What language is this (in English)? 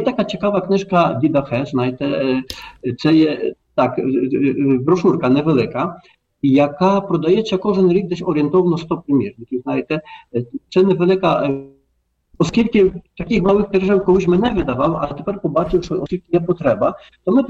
Ukrainian